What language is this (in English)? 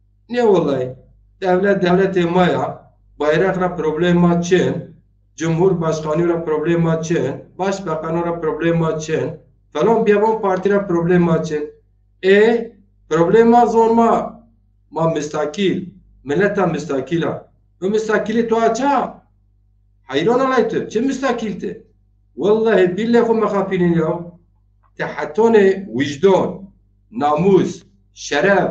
Zaza